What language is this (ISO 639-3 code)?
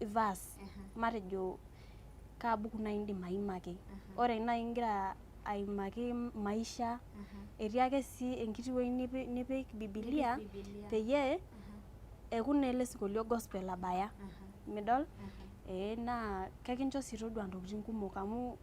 mas